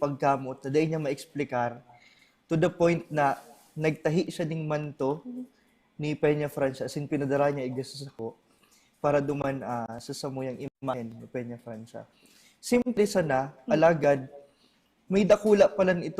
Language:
Bikol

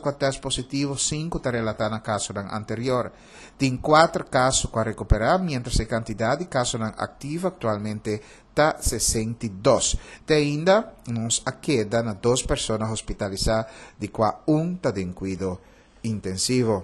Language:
Papiamento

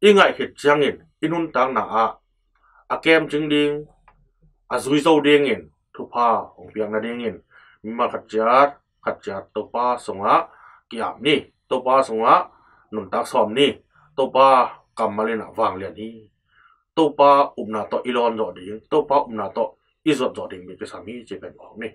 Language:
Tedim Chin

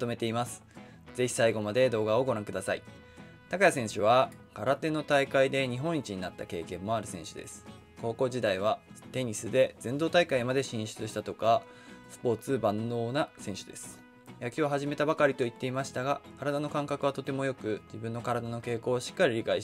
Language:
Japanese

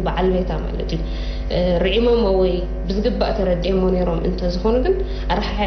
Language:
Tigrinya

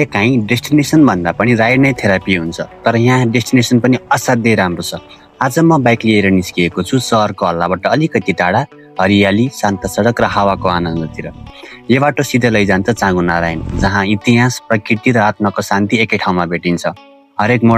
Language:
Nepali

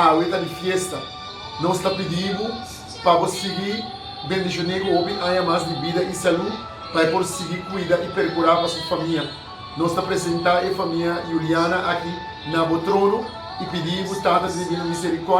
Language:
Papiamento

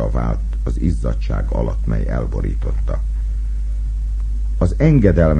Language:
Hungarian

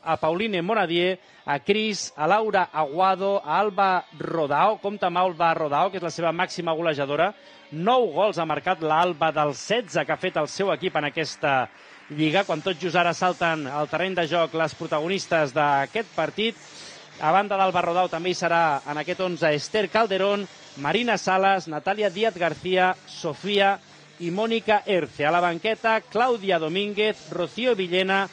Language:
Catalan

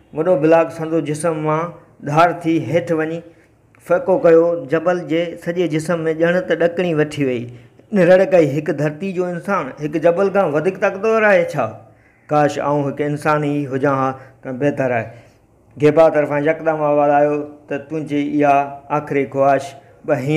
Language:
Sindhi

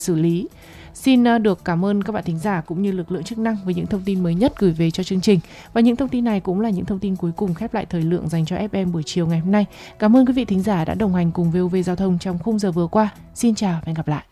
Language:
Vietnamese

